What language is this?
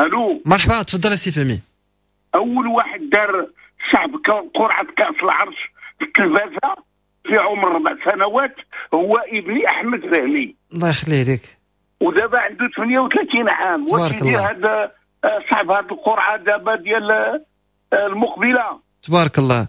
Moroccan Arabic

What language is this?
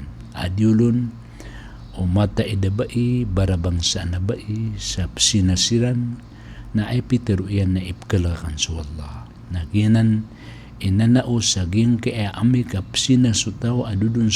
Maranao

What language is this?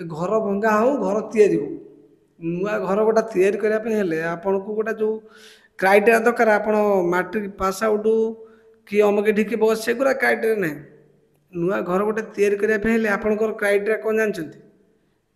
Odia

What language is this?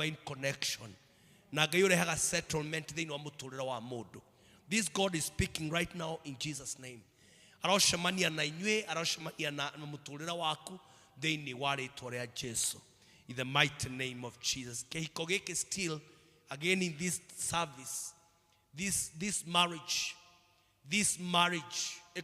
Kikuyu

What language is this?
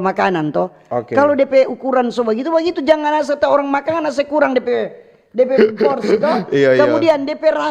Manado Malay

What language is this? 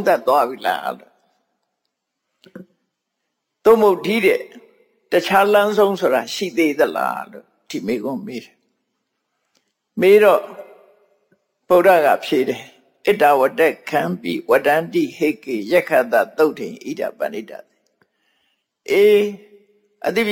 Burmese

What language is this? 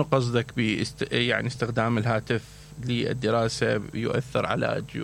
Mesopotamian Arabic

